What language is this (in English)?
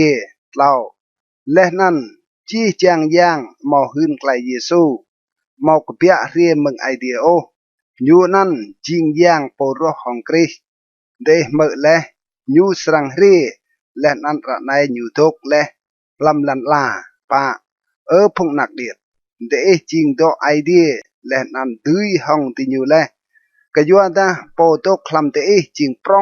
Rade